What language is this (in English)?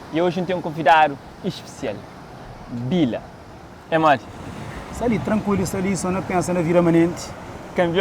Kabuverdianu